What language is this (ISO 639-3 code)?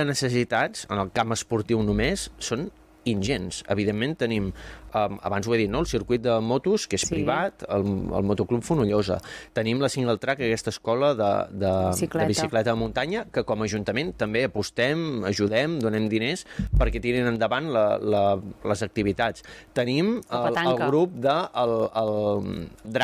cat